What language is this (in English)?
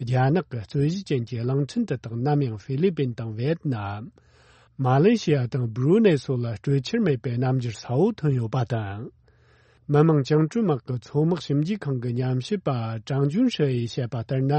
Tibetan